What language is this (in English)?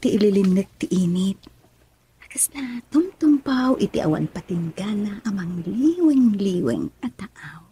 Iloko